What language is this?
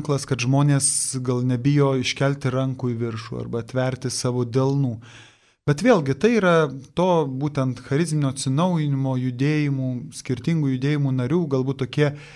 Lithuanian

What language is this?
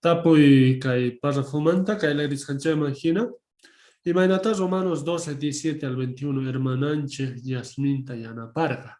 South Bolivian Quechua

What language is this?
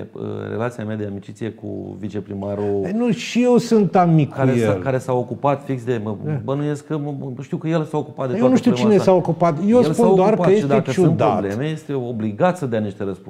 Romanian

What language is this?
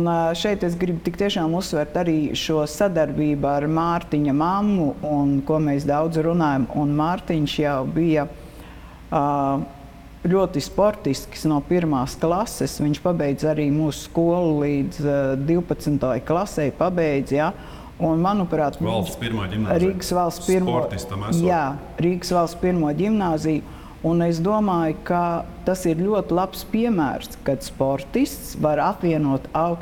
Latvian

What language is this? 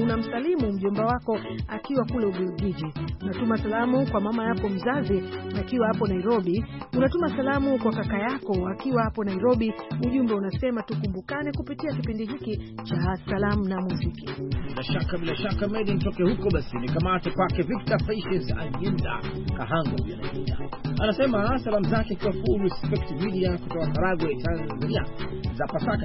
Swahili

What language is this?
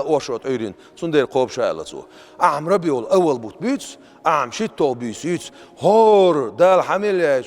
Chechen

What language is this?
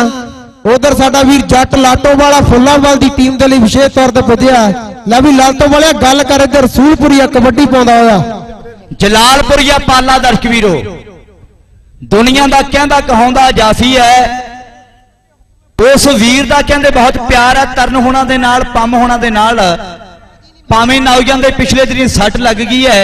Punjabi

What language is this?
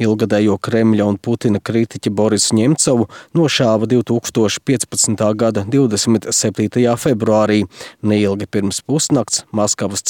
Latvian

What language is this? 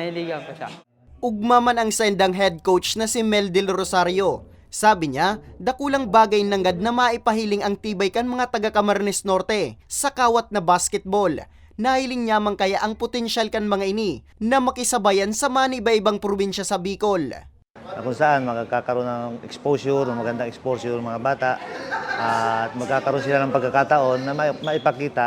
Bikol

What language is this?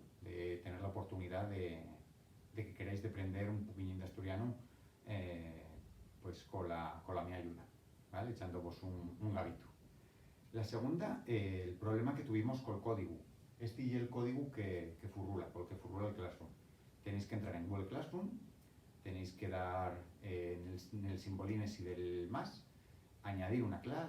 Asturian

